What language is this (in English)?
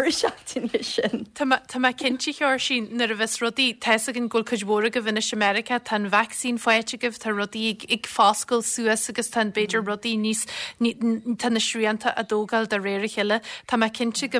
Irish